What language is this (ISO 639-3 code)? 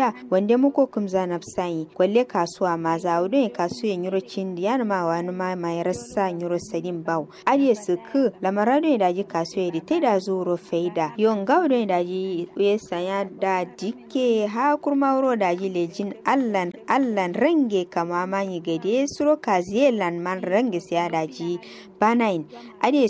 kau